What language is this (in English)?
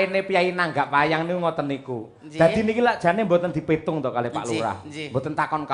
Javanese